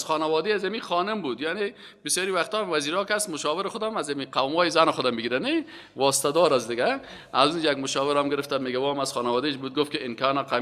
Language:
Persian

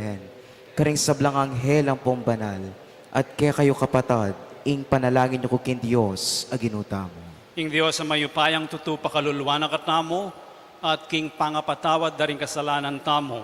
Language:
Pampanga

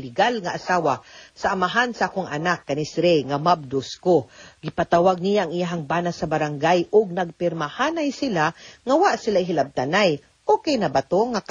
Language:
Cebuano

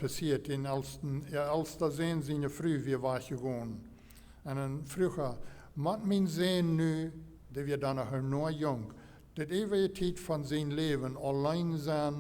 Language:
Plautdietsch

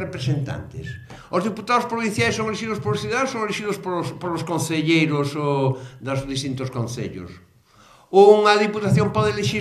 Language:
Galician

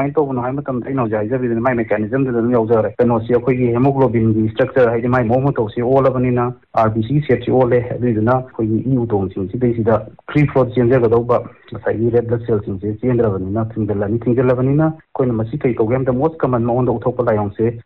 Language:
Manipuri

